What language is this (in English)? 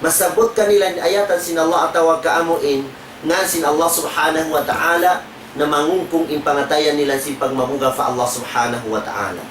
Tausug